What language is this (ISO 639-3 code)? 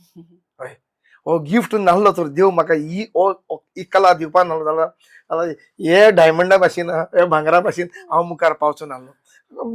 kok